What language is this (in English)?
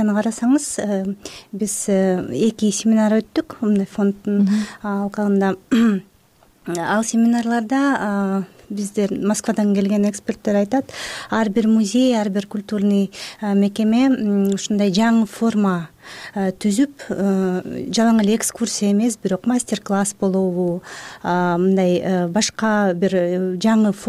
Kyrgyz